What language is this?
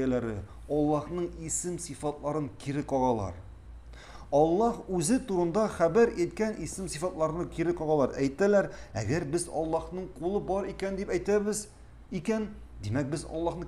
Tatar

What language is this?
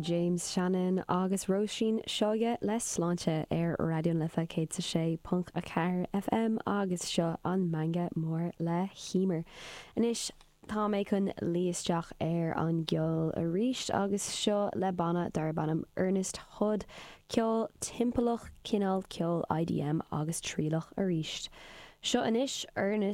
Irish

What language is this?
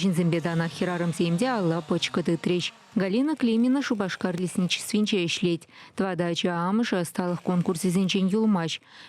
Chuvash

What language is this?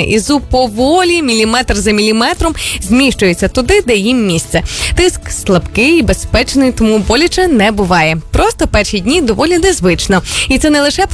Ukrainian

